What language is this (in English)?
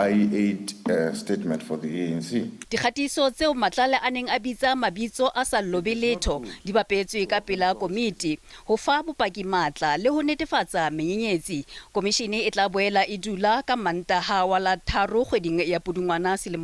Southern Sotho